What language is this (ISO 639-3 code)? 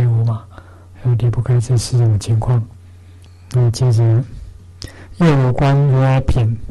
zho